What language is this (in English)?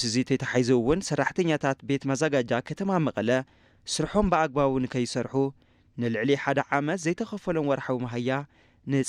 Tigrinya